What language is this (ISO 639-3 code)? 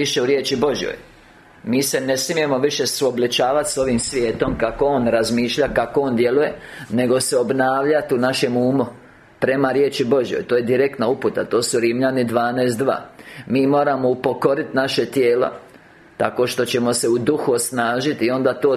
hrv